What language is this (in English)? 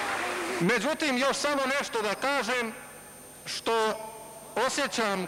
Bosnian